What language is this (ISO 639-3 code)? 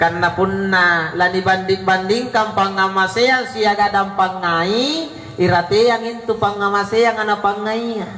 mak